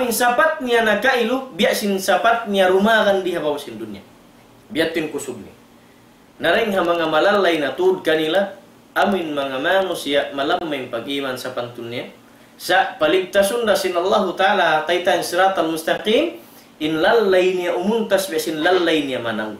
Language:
Tausug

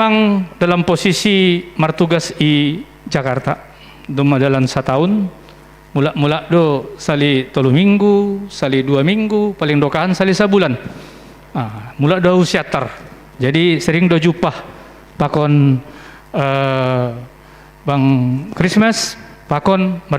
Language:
Batak Simalungun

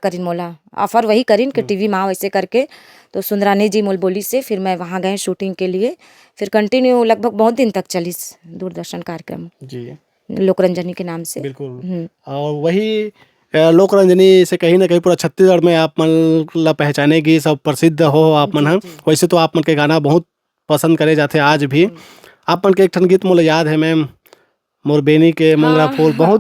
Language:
Chhattisgarhi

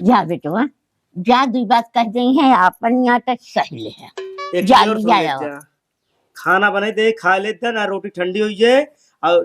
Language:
Awadhi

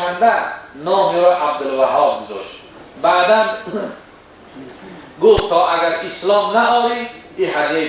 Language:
Tajik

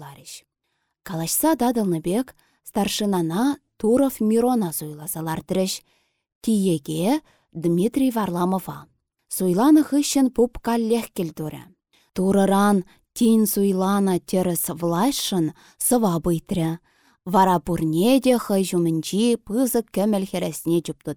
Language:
Chuvash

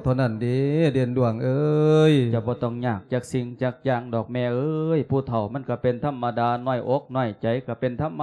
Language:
Lao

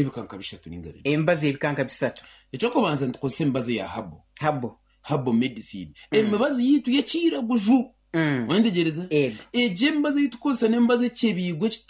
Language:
Nyankole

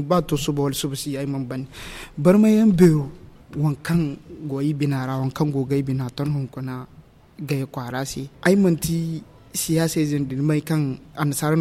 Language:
Zarma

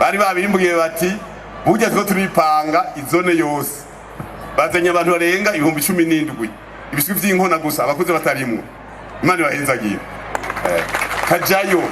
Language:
Rundi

